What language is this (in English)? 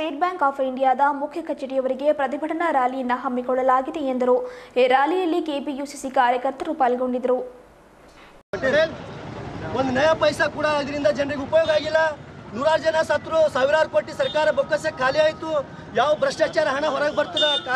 Kannada